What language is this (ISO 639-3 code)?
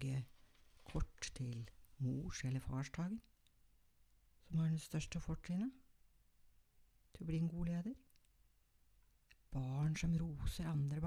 nor